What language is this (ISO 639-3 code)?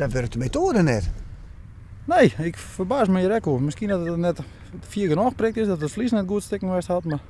fry